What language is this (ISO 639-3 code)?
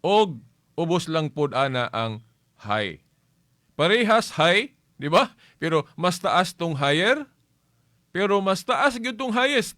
ceb